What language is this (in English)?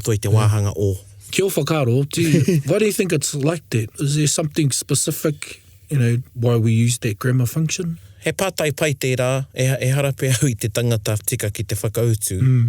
Māori